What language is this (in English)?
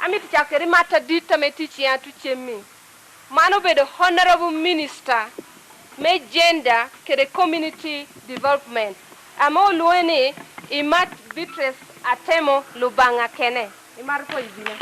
Lango (Uganda)